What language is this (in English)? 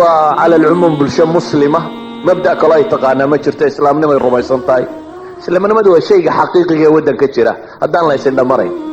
Somali